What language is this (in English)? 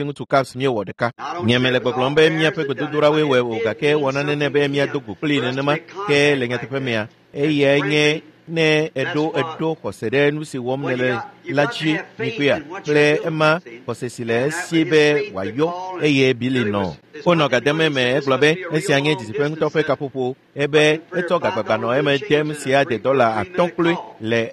Ewe